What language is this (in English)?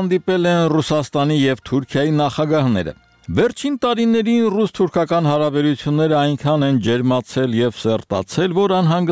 Armenian